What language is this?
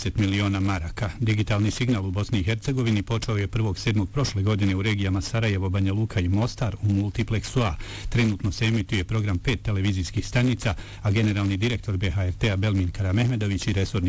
Bosnian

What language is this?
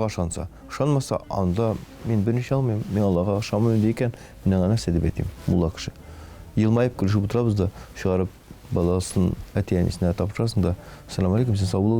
Tatar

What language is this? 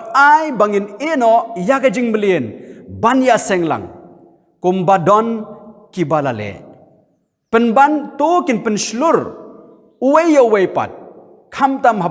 Khasi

